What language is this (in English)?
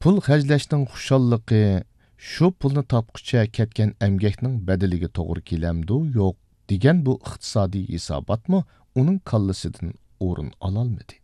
Uyghur